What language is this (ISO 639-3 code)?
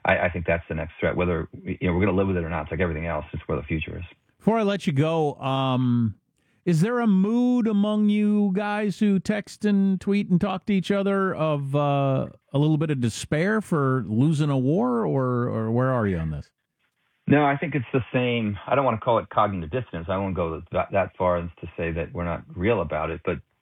eng